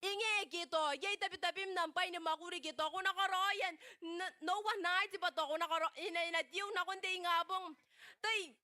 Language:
Gilbertese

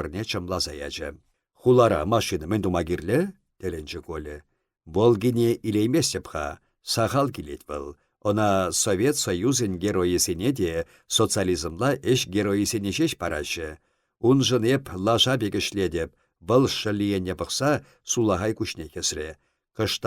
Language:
Chuvash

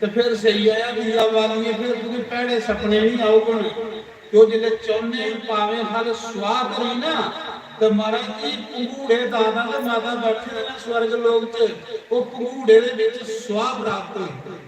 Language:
Dogri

